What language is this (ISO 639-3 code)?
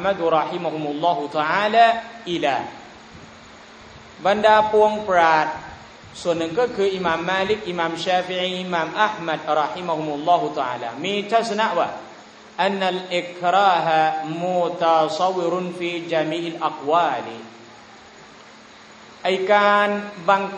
tha